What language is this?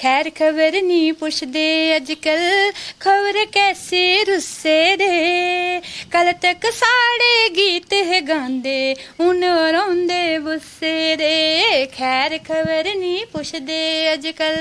Dogri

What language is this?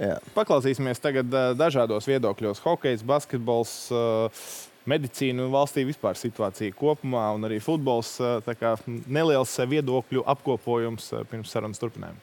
Latvian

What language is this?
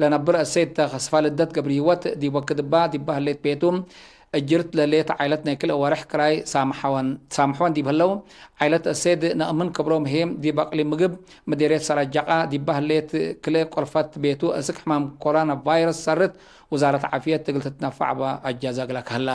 Tigre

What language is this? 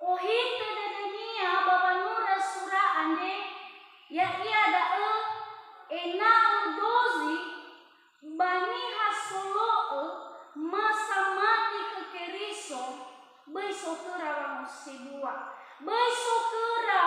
Nias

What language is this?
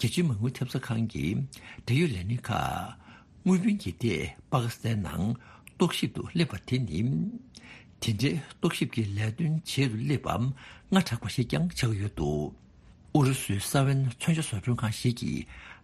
Tibetan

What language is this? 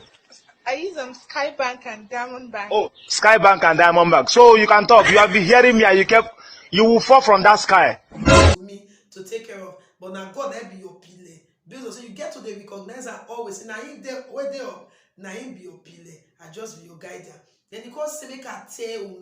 Nigerian Pidgin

